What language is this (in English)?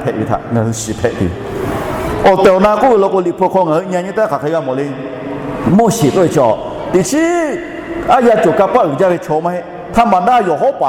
Lahu